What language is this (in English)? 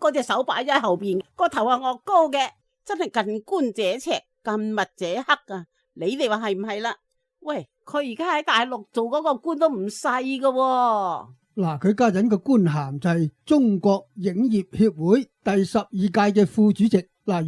Cantonese